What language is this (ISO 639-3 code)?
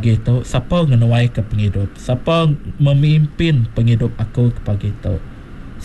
iba